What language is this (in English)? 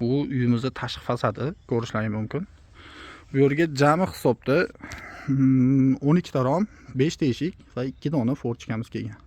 Uzbek